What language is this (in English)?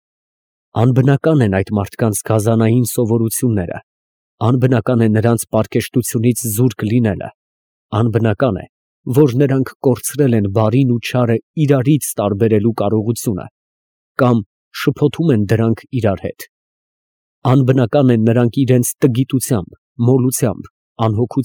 Armenian